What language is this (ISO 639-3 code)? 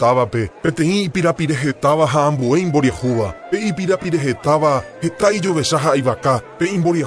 grn